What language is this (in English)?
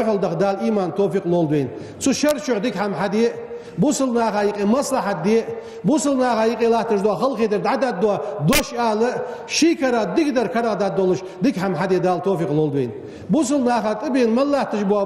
Ingush